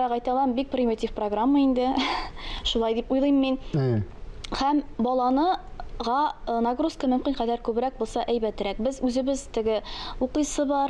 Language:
Tatar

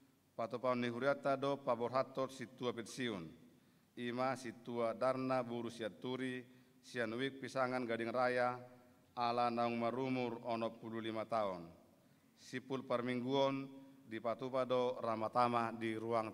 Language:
Batak Toba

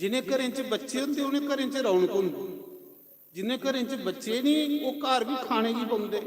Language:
Dogri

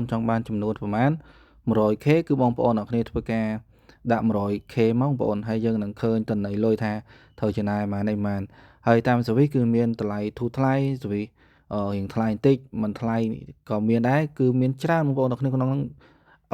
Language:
Khmer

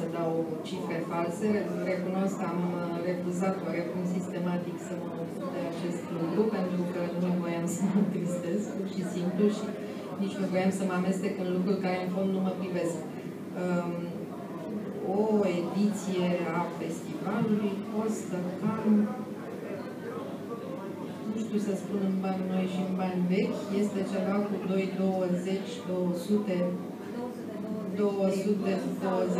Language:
Romanian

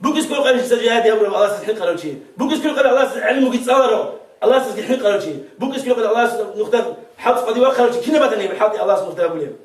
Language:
Avaric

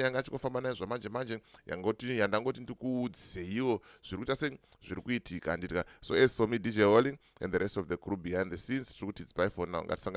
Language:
Shona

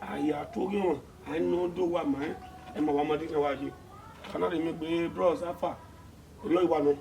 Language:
Bini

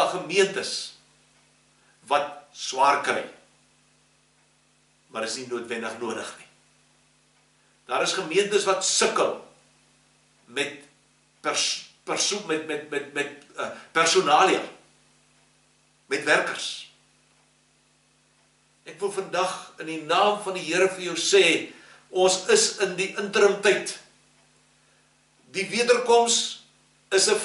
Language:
Afrikaans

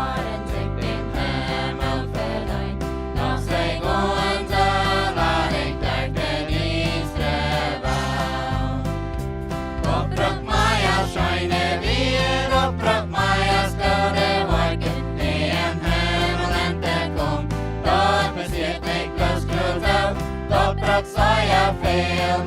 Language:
Plautdietsch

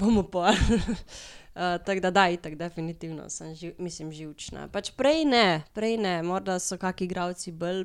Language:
Slovenian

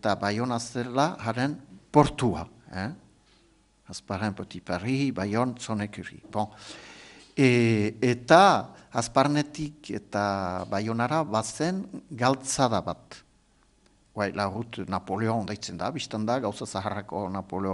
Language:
Basque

